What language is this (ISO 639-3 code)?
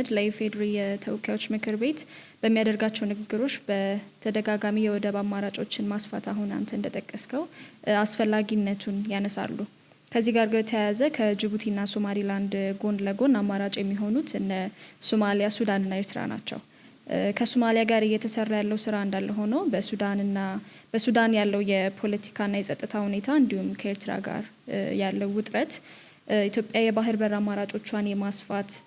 amh